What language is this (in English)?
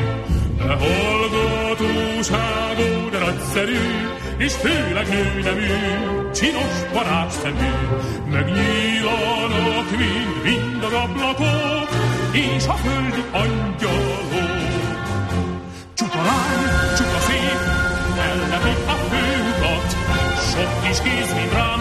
Hungarian